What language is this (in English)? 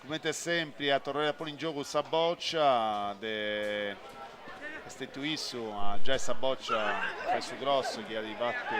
Sardinian